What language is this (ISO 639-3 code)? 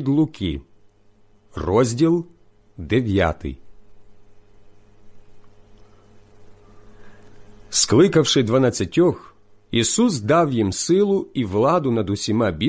ukr